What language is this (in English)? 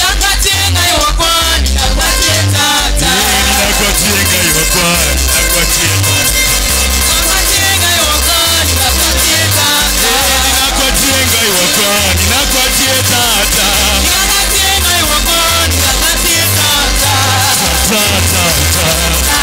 Swahili